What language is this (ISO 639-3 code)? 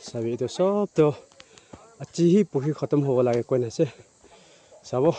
nag